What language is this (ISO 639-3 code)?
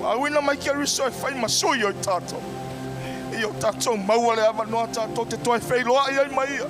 smo